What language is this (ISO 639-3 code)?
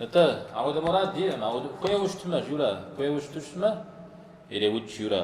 kbd